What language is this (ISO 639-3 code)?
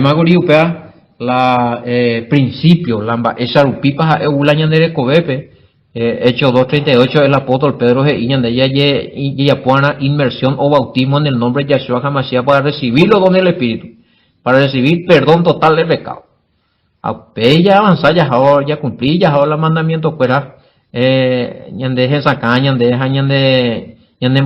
grn